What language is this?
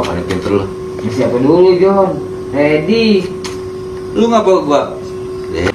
Betawi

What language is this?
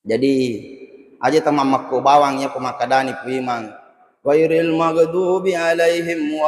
Buginese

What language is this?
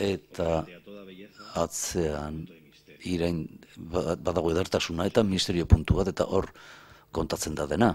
Basque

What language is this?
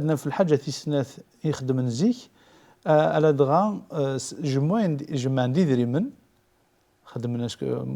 Kabyle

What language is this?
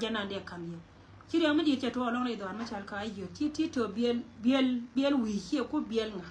Nuer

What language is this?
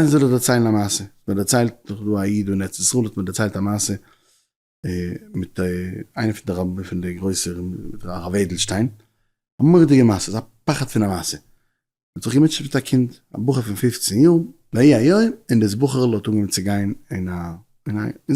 Yiddish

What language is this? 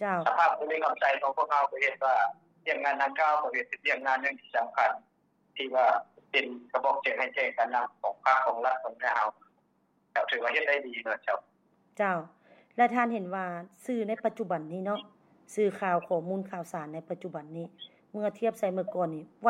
Lao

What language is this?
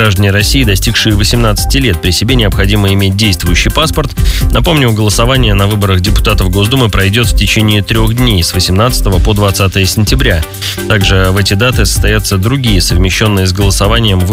Russian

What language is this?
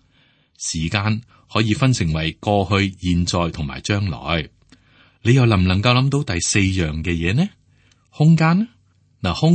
Cantonese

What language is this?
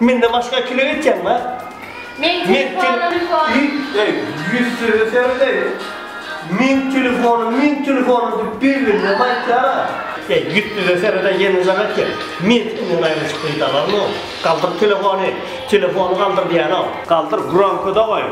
Turkmen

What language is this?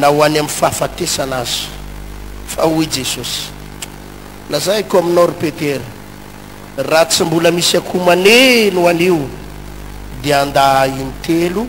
Malagasy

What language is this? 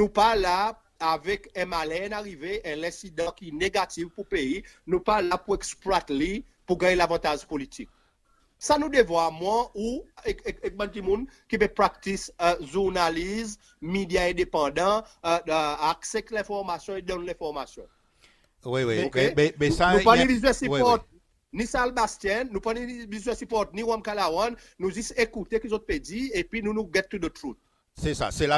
Seselwa Creole French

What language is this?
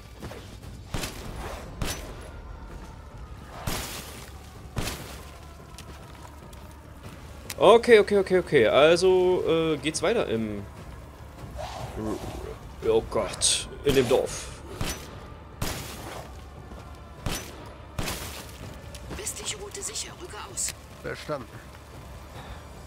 German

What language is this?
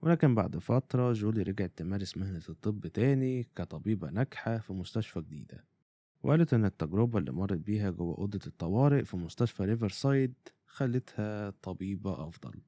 Egyptian Arabic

